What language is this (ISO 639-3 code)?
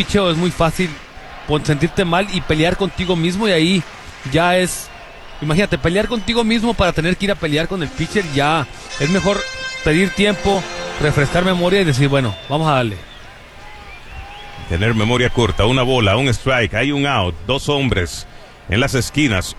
spa